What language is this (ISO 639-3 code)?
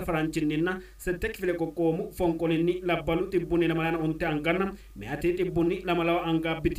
sid